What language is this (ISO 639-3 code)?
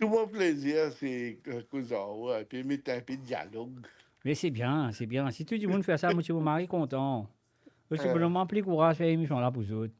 mfe